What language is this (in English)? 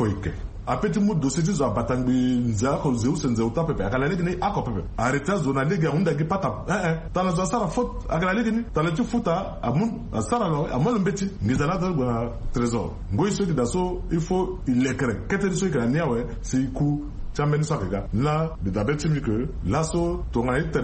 Sango